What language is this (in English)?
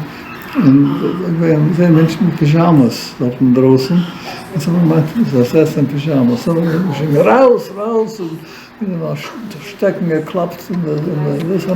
Yiddish